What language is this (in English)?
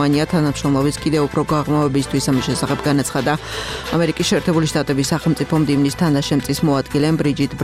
Georgian